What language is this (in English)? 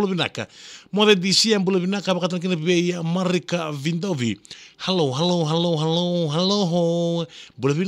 Fijian